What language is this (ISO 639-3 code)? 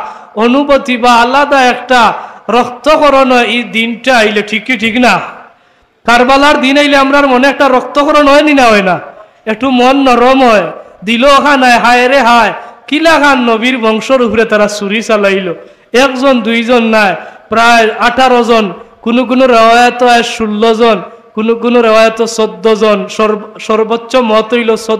syl